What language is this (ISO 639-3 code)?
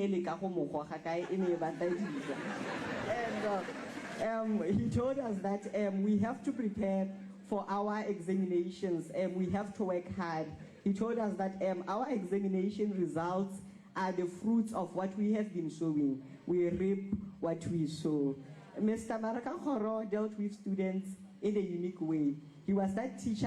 tsn